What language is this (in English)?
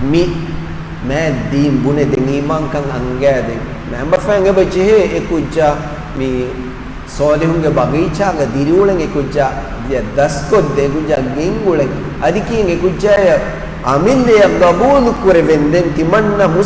Divehi